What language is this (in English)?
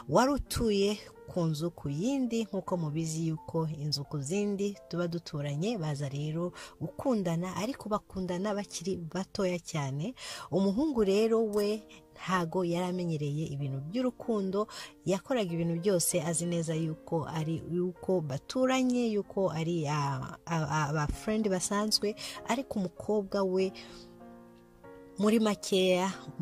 Kinyarwanda